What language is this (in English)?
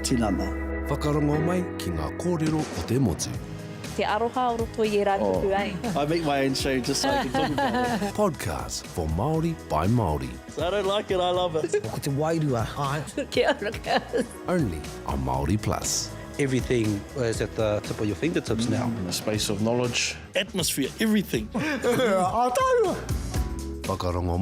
Māori